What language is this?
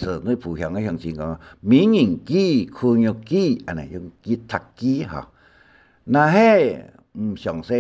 Hakka Chinese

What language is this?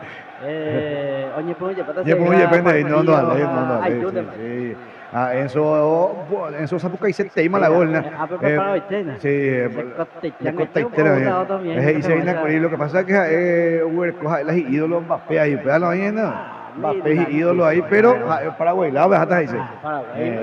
Guarani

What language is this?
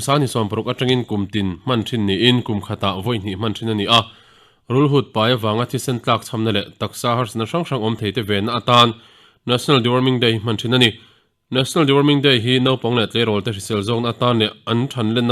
Mizo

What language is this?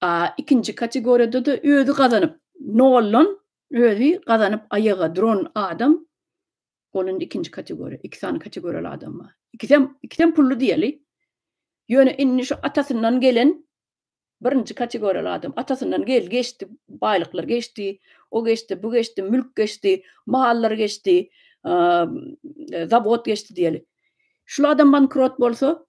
Turkmen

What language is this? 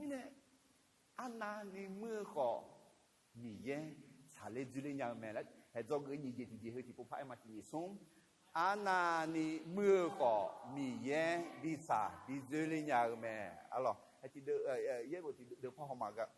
Akha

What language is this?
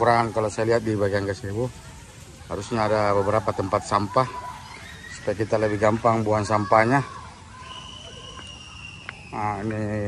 Indonesian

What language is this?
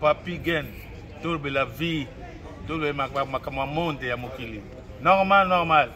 Lingala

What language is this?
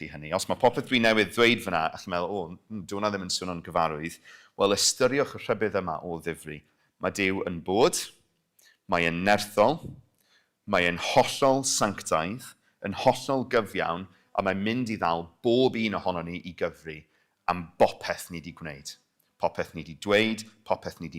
Welsh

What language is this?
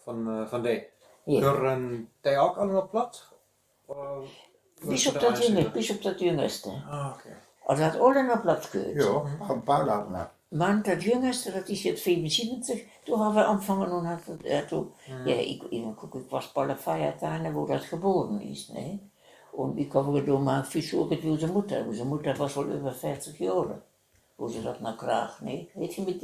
Westphalien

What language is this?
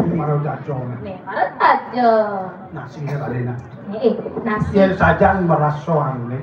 Balinese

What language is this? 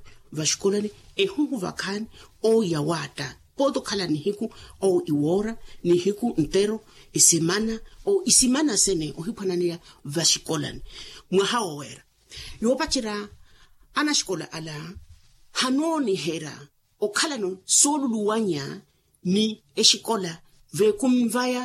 Makhuwa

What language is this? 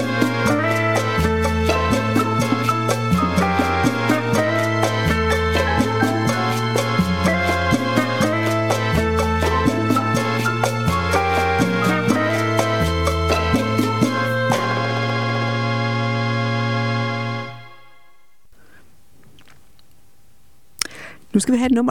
Danish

